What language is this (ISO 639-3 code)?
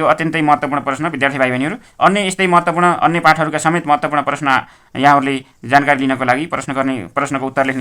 nep